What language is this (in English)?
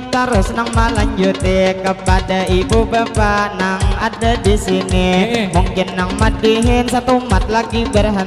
Banjar